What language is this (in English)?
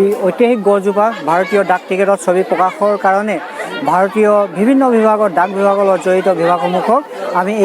Assamese